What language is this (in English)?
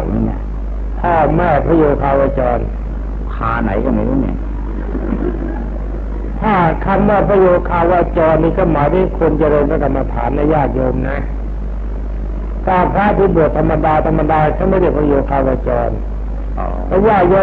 Thai